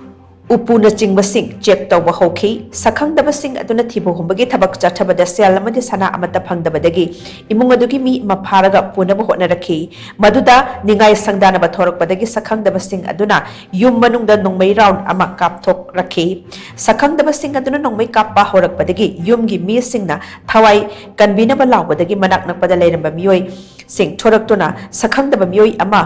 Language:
Manipuri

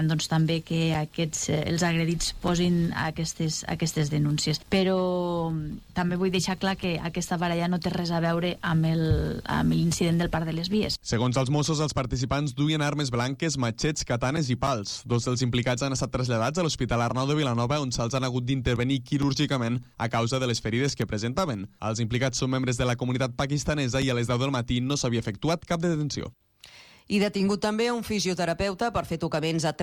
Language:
Catalan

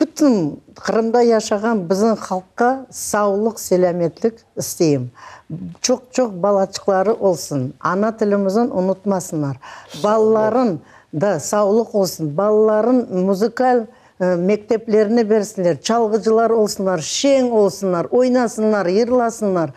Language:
Crimean Tatar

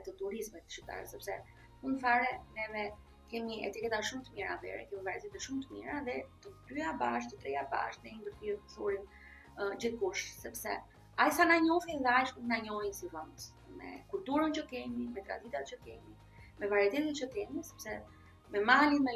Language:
Albanian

